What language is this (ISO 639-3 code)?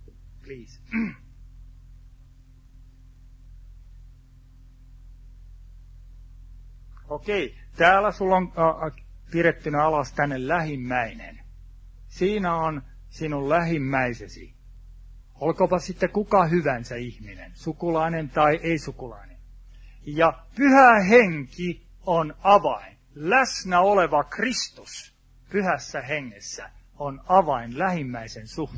fin